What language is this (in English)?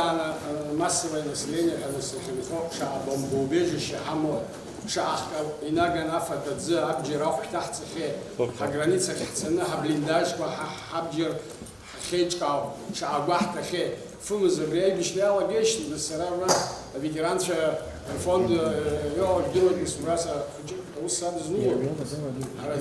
Abkhazian